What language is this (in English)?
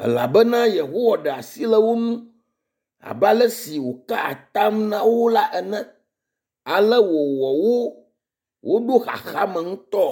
Ewe